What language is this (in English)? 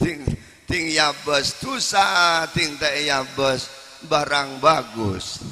Madurese